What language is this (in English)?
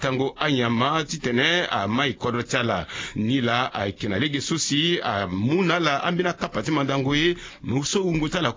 Sango